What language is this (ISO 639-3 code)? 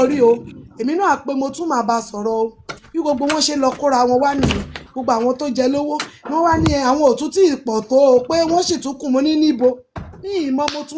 yor